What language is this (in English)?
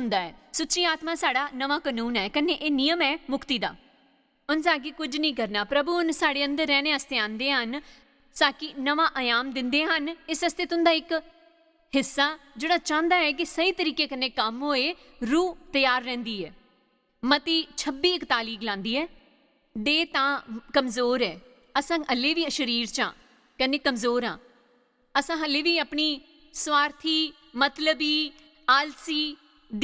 Dogri